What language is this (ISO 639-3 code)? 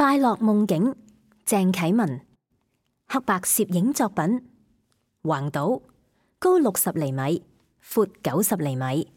yue